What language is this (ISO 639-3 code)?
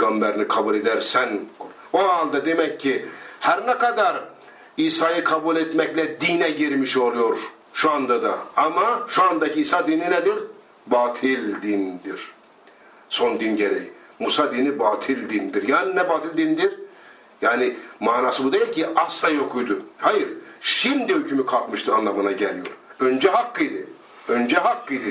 tur